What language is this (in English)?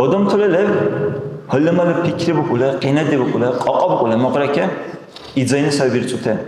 Dargwa